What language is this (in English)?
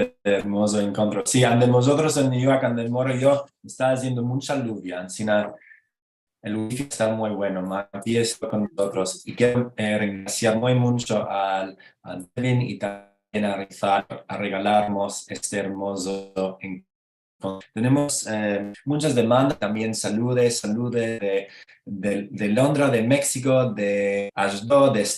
Ladino